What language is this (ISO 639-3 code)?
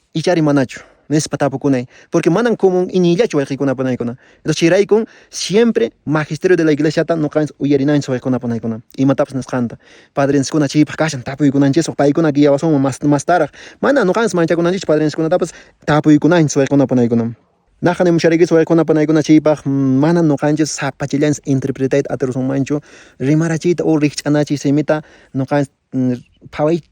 que